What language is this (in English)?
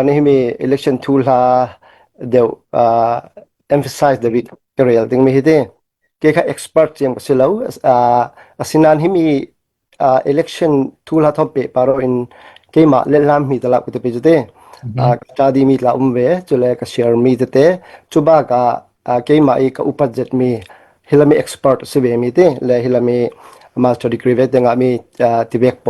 Falam Chin